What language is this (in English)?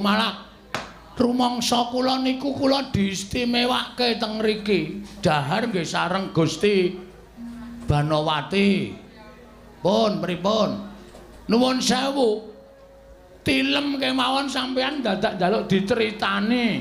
Javanese